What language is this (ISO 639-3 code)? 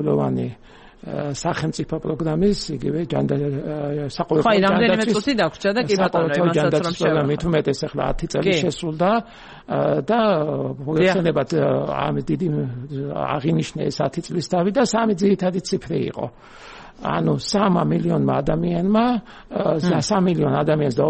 kat